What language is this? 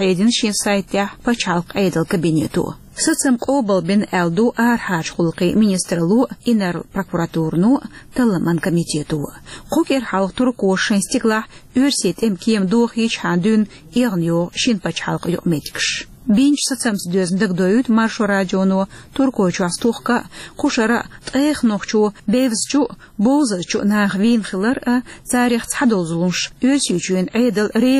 Chechen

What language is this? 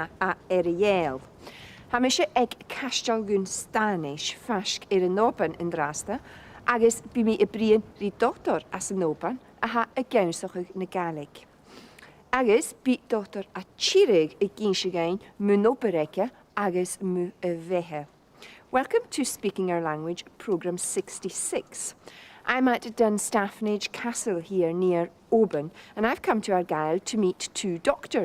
Scottish Gaelic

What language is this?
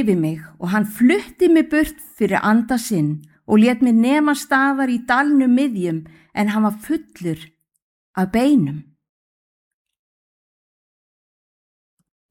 Icelandic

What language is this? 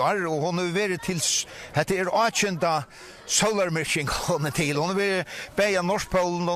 Faroese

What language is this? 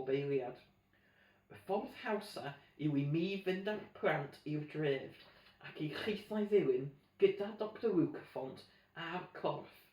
Welsh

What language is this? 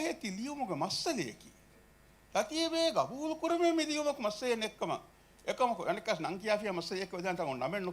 Divehi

